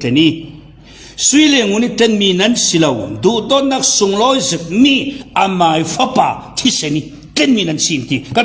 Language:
Falam Chin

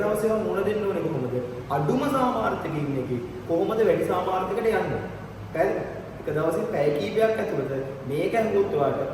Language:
Sinhala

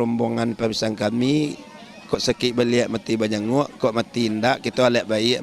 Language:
Minangkabau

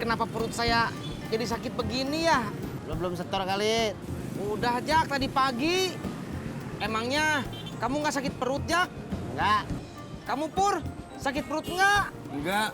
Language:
Betawi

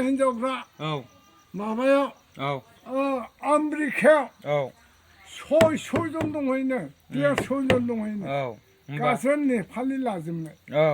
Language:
Bodo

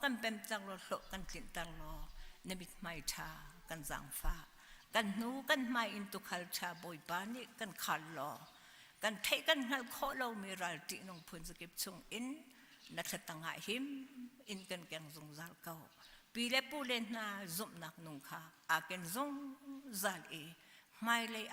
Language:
Hakha Chin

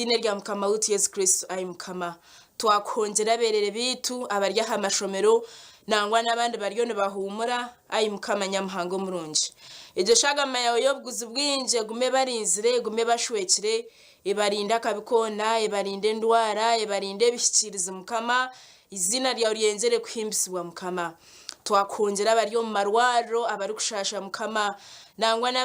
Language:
Nyankole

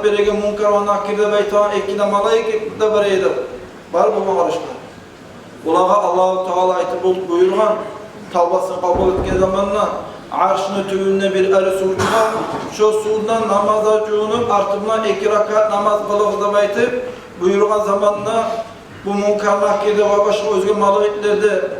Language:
Kumyk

